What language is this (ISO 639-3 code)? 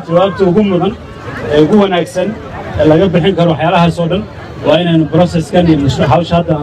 som